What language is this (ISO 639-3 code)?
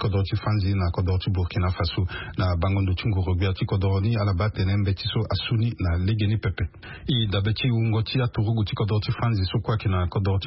sag